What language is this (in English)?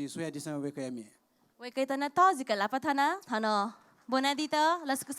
Newari